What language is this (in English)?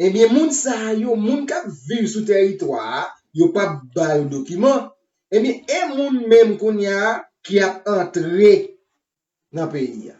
Haitian Creole